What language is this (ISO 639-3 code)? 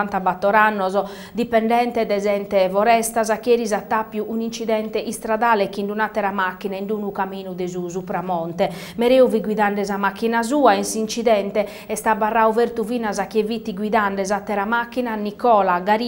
srd